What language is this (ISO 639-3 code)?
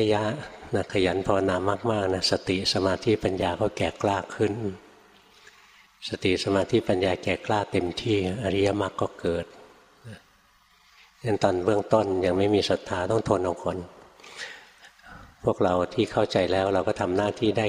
tha